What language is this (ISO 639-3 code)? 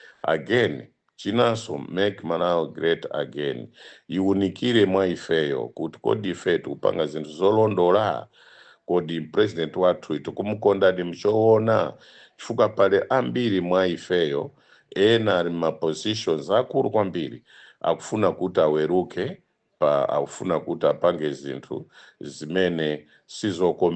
nya